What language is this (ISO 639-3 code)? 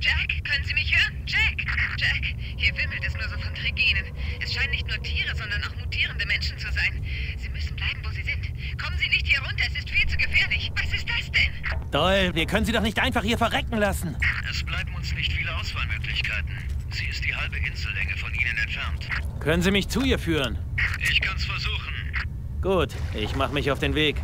bar